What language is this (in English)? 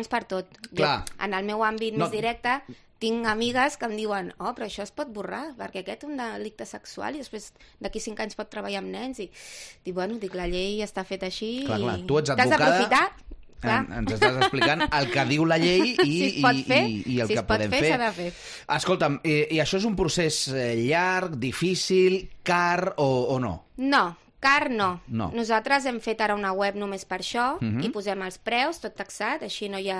Catalan